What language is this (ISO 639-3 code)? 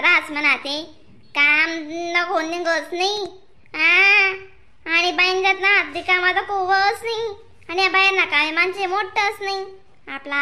khn